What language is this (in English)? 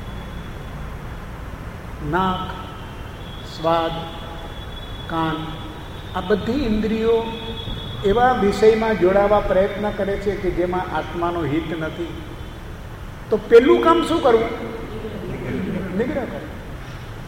Gujarati